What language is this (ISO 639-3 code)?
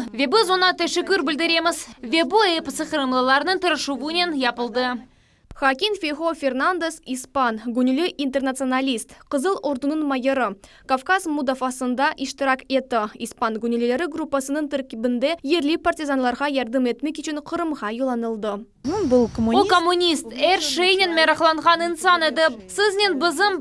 crh